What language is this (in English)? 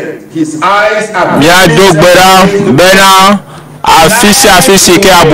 Ewe